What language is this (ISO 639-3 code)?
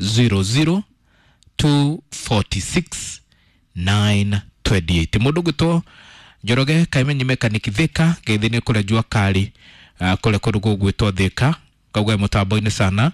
kik